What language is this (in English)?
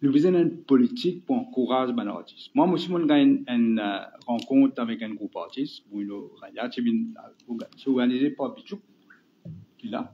Morisyen